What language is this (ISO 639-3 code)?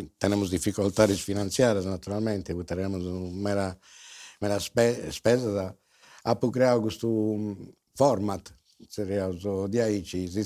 srd